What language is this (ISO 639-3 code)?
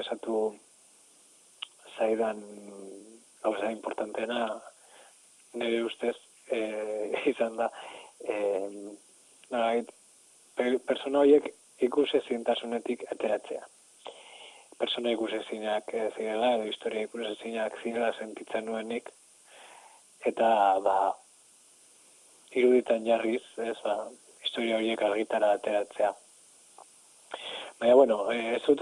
eus